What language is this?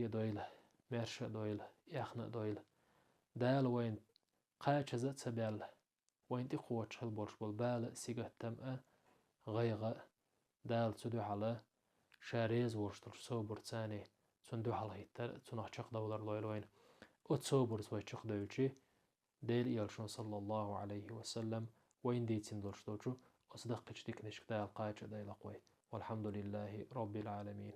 Chechen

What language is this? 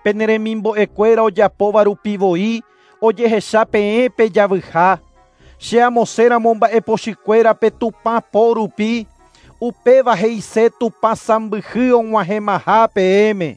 Guarani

